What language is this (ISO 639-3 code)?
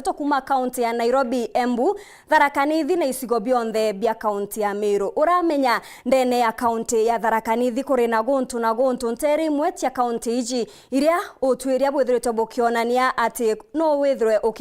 mer